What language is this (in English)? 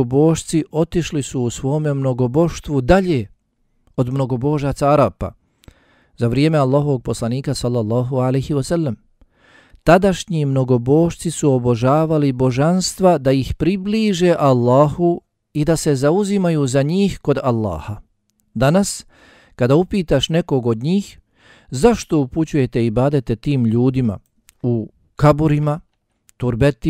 Bosnian